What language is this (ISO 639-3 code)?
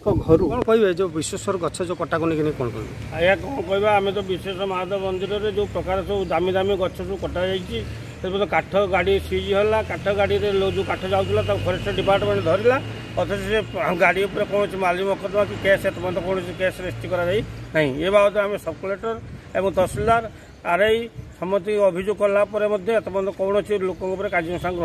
ori